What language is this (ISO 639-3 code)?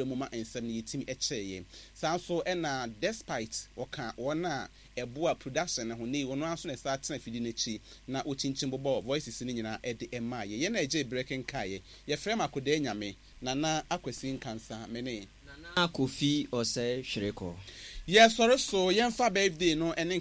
aka